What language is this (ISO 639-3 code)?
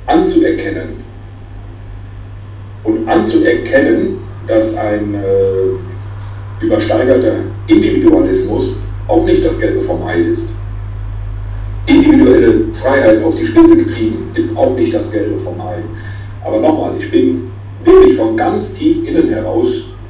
deu